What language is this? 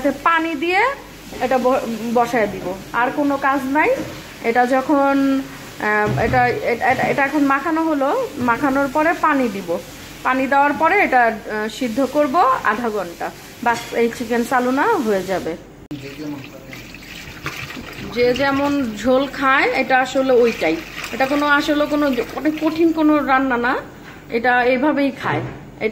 Bangla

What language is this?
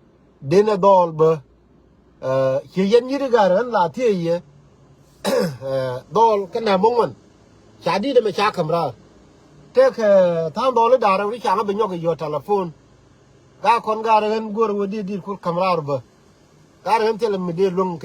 Nuer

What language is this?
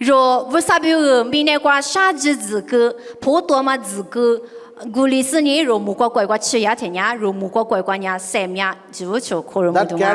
Lisu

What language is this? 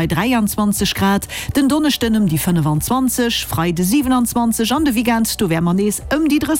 Luxembourgish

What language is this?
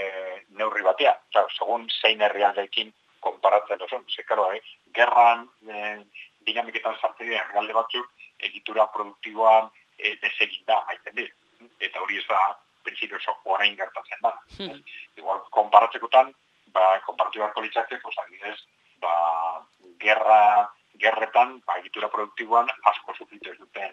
Basque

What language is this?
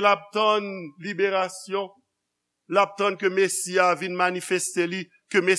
Haitian Creole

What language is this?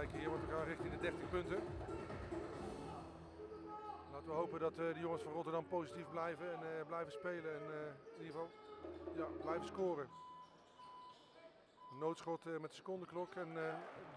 Dutch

